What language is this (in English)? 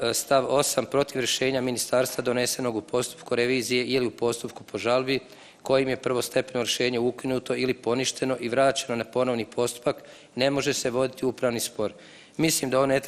Bosnian